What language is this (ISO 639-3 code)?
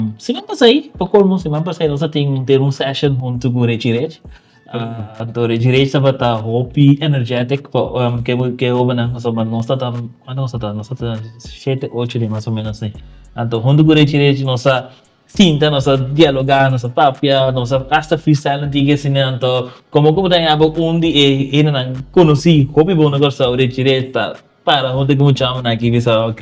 pap